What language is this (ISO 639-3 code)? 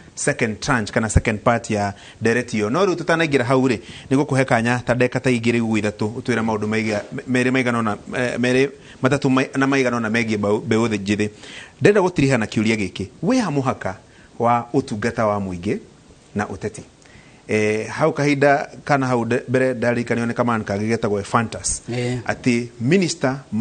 kik